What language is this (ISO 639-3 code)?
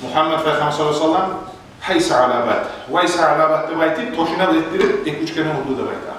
kum